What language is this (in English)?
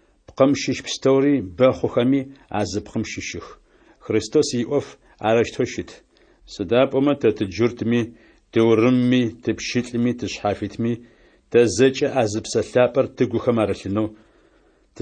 Adyghe